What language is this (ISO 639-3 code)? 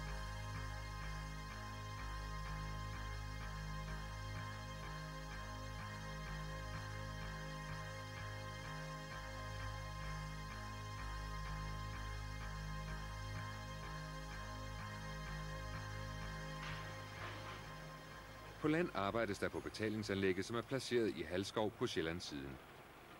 dan